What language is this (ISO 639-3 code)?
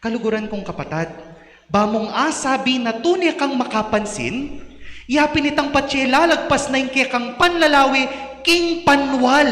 pam